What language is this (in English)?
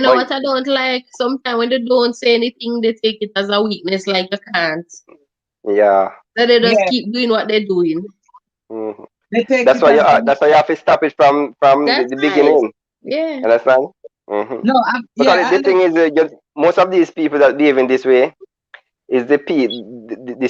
Jamaican Creole English